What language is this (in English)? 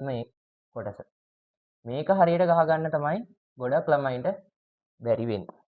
Sinhala